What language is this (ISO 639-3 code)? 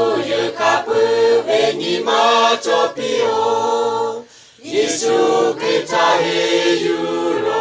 lhu